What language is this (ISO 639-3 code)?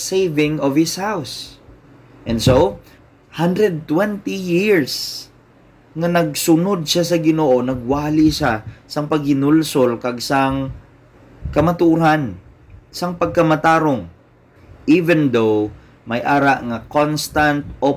hil